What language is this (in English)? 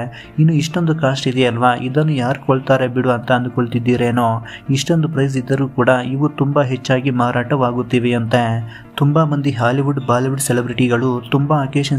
Kannada